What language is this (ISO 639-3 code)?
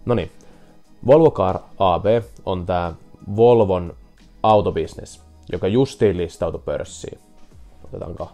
fin